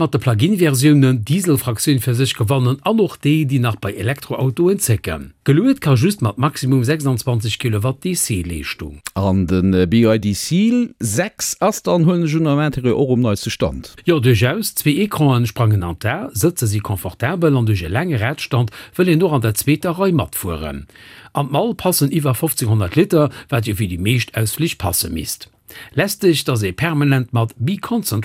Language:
Luxembourgish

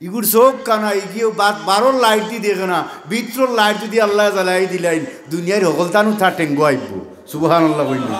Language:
Sylheti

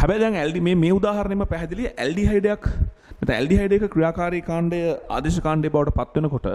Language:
Sinhala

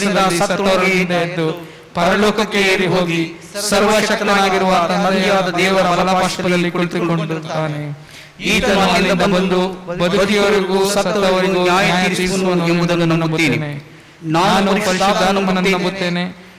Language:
Kannada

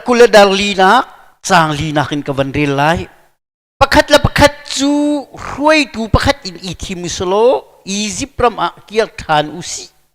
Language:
Hakha Chin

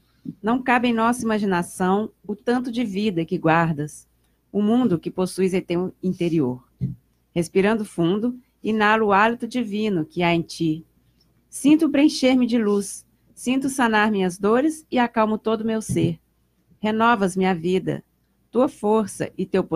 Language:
Portuguese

